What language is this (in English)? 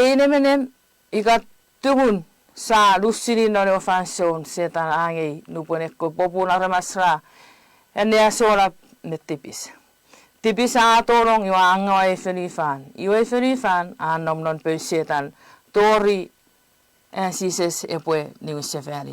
Chuukese